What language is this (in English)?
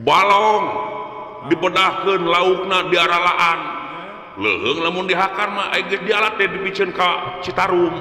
Sundanese